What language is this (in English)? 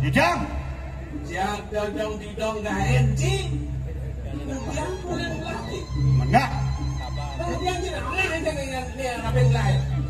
Balinese